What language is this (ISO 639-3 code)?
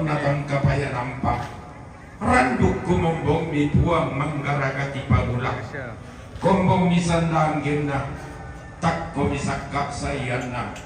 sda